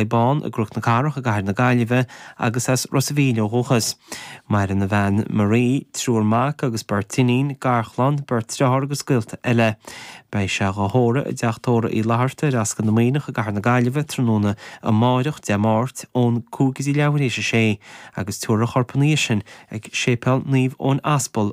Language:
Irish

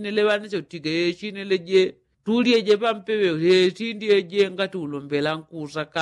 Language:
Yao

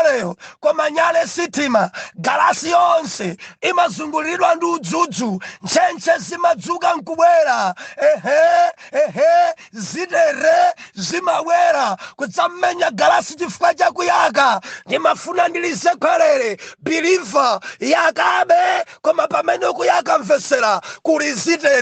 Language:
Nyanja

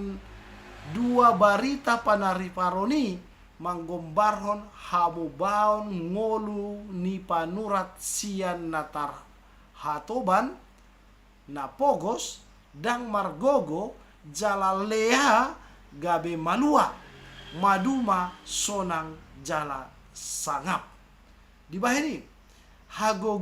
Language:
Batak Toba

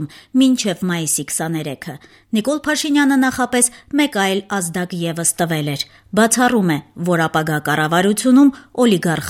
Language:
Armenian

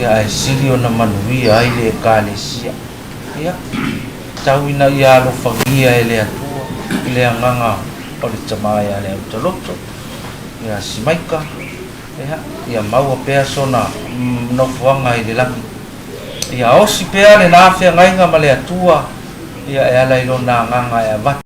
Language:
Samoan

